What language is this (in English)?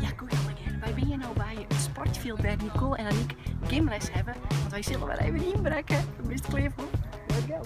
Western Frisian